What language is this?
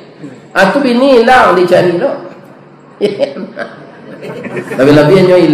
Minangkabau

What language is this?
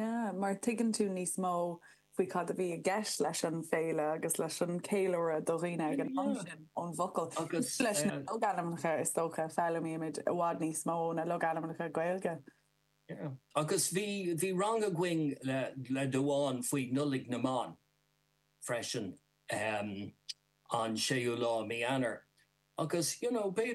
Irish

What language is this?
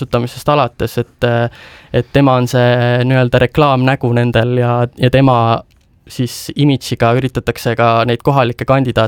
Estonian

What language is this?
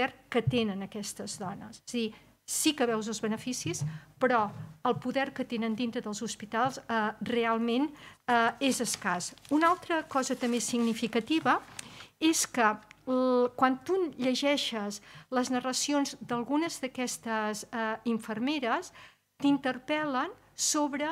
Catalan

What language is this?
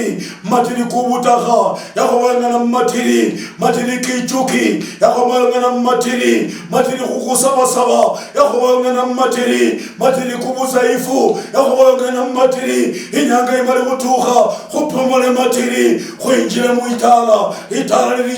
Luyia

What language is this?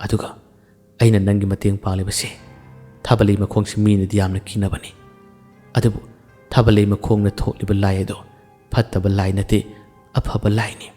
Manipuri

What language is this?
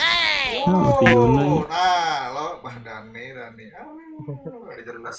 Banjar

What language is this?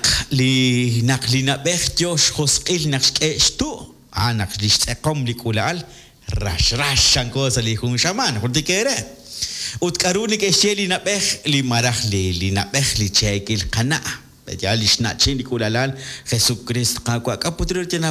Kekchí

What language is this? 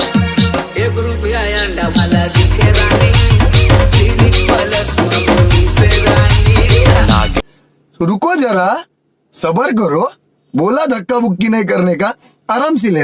Chhattisgarhi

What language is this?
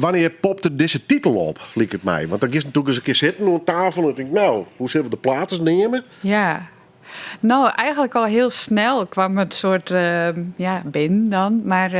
Western Frisian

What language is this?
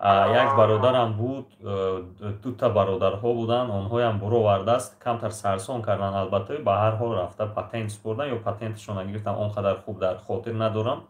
Tajik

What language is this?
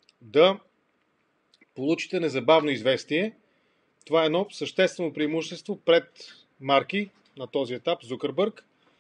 Bulgarian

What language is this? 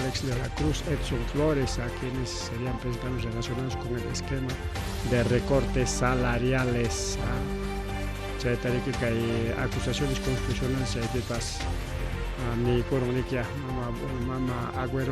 Ayacucho Quechua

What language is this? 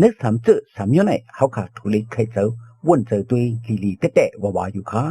Shan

